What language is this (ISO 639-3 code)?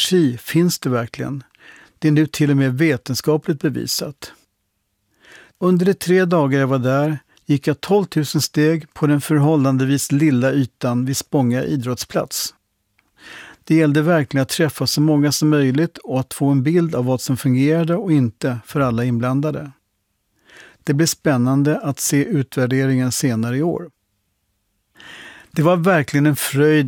swe